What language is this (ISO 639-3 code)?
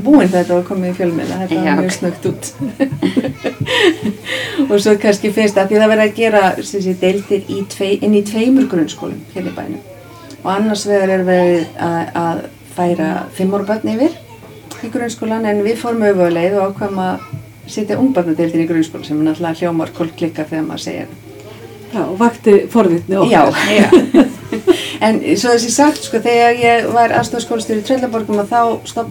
isl